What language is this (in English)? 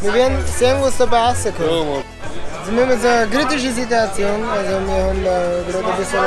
Bavarian